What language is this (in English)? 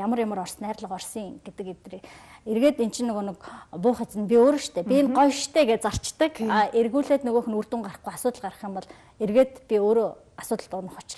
Mongolian